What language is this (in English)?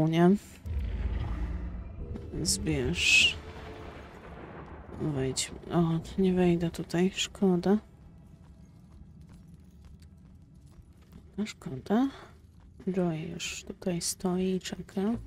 Polish